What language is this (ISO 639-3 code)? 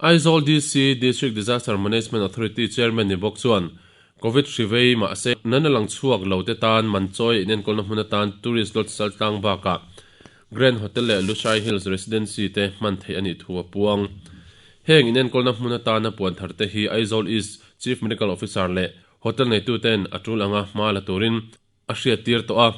lus